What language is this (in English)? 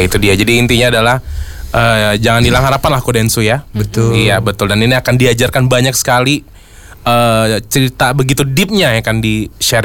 Indonesian